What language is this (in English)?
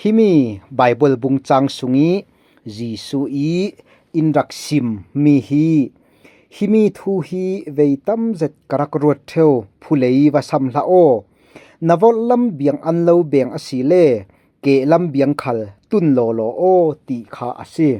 Falam Chin